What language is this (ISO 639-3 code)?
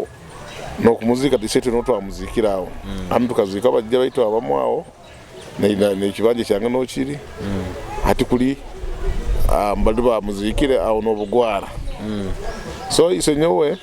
nyo